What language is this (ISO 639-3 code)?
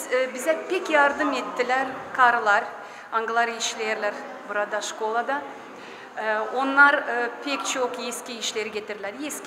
gag